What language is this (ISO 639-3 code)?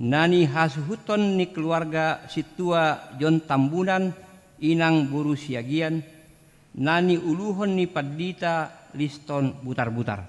bbc